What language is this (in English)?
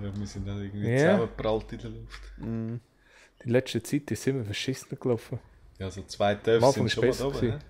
Swiss German